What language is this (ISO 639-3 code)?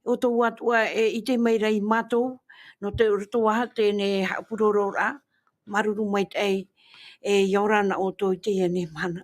tah